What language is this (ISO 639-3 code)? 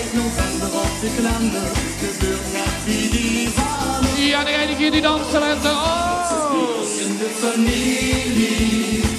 lim